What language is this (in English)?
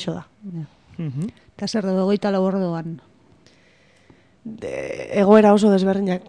Basque